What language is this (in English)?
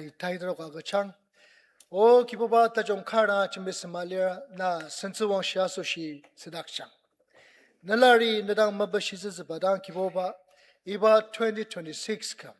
Ao Naga